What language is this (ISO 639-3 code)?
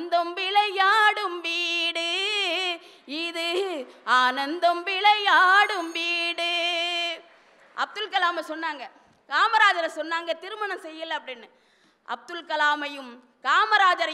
tam